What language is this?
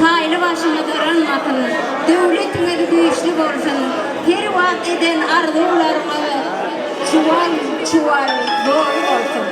Turkmen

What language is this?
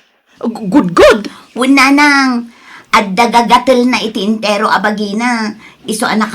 Iloko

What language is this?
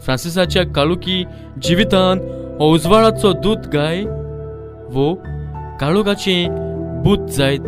Konkani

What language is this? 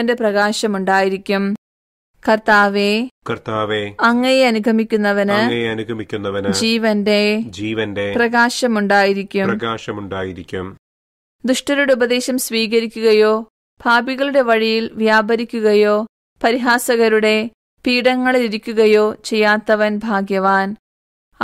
Malayalam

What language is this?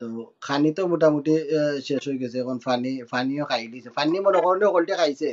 Sylheti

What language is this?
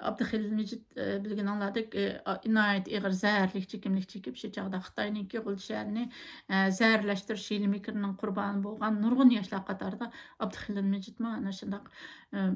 Uyghur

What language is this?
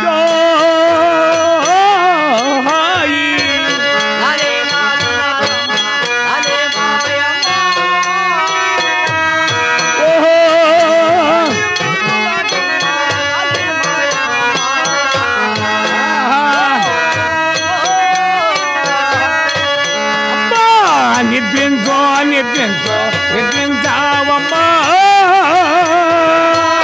Telugu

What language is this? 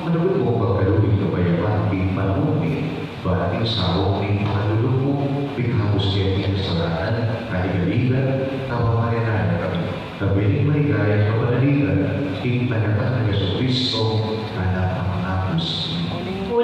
Pampanga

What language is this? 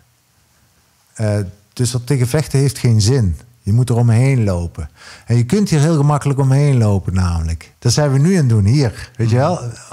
Dutch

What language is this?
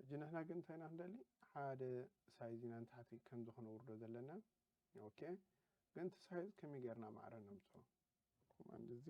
Tigrinya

